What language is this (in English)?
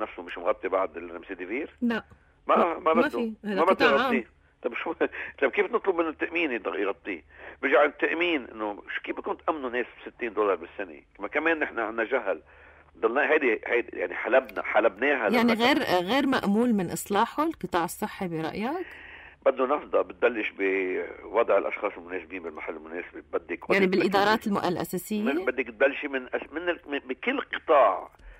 North Levantine Arabic